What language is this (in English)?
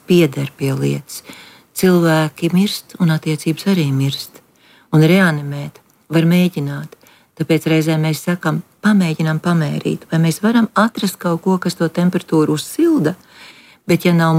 Latvian